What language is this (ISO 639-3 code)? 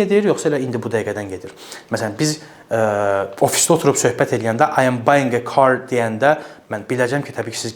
aze